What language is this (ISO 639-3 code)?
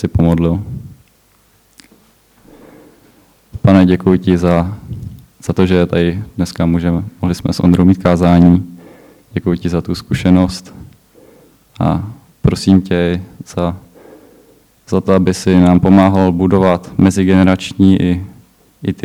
ces